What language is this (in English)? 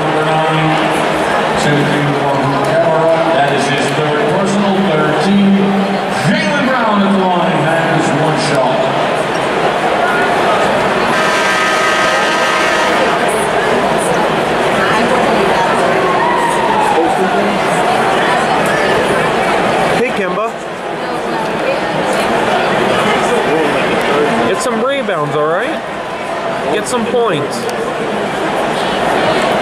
English